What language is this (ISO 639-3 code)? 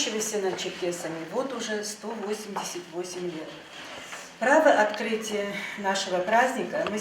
ady